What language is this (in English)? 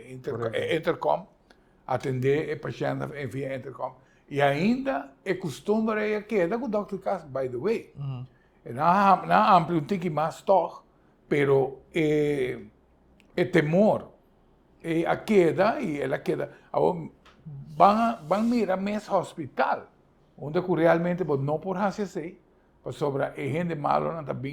Papiamento